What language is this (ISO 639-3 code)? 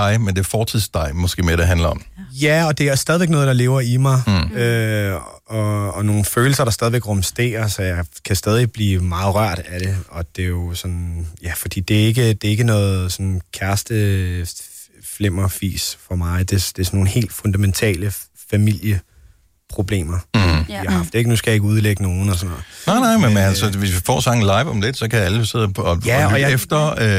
dan